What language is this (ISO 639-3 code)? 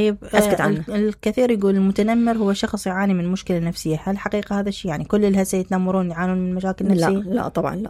acm